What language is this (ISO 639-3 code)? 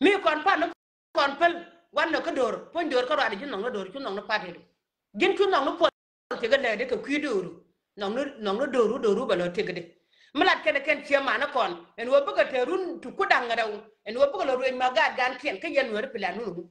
nus